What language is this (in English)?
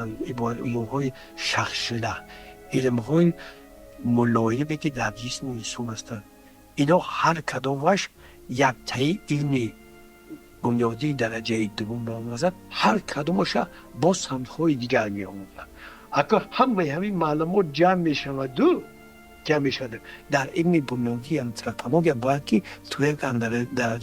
Tajik